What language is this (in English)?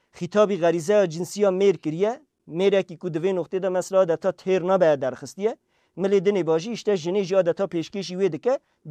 Kurdish